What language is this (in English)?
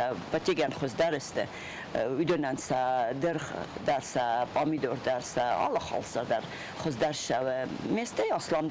Ossetic